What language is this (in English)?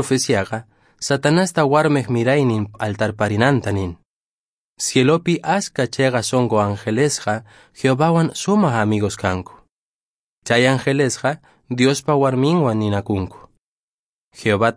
Quechua